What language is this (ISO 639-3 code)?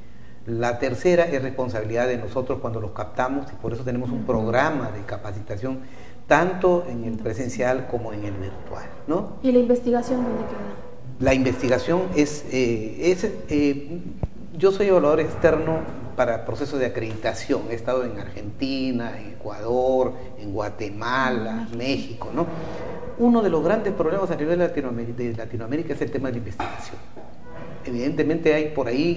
spa